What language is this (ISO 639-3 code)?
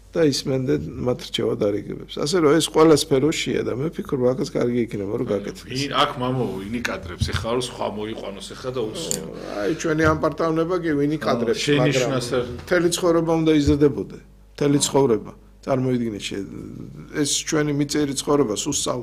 kat